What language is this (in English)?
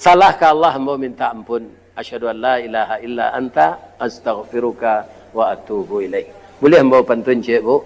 Minangkabau